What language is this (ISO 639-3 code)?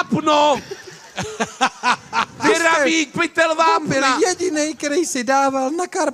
ces